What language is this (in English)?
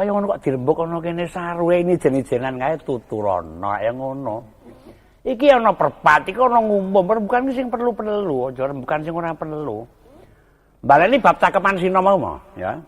Javanese